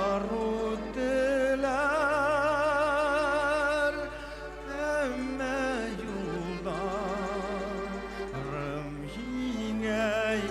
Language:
Bashkir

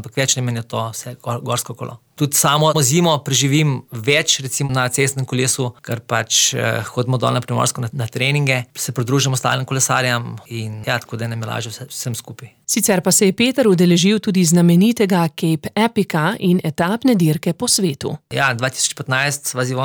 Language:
Slovenian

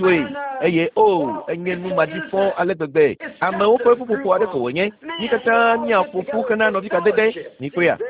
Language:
Ewe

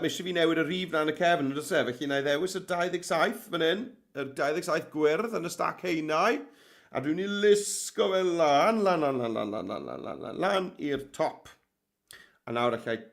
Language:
Welsh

